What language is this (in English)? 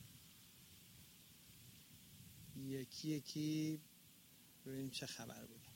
Persian